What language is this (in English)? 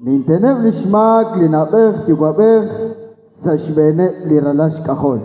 Kekchí